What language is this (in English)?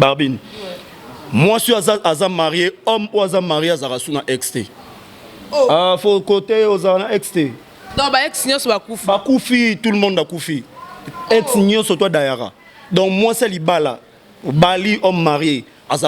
Lingala